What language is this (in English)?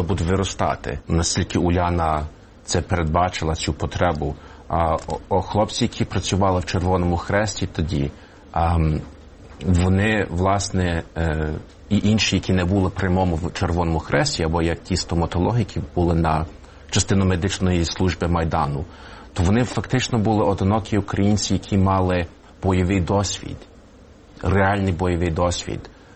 Ukrainian